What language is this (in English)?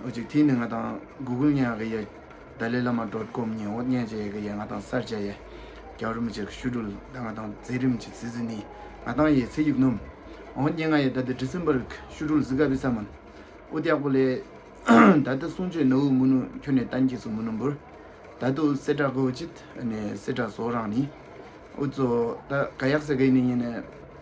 Tibetan